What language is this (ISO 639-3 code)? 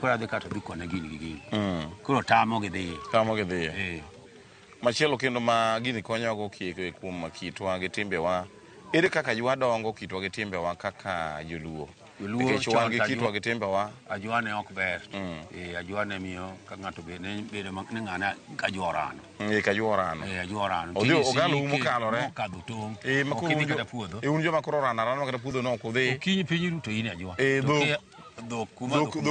luo